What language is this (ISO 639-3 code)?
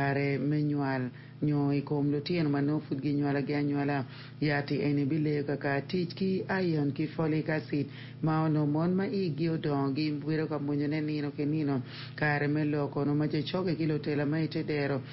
ach